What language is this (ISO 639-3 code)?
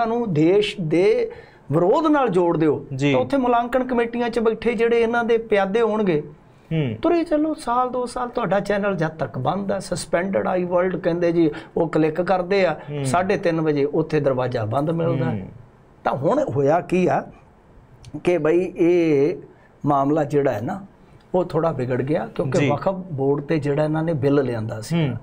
pan